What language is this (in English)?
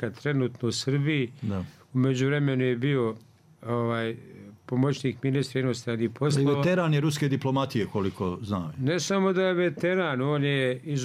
Bosnian